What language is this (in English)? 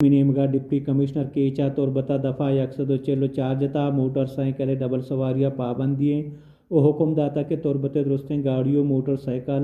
Baluchi